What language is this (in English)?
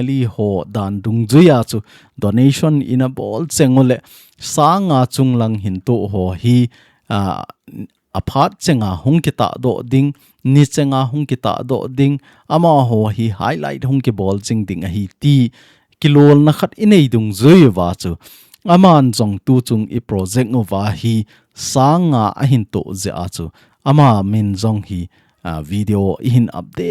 Thado Chin